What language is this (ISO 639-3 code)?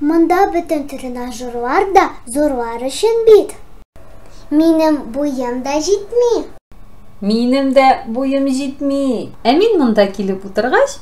tat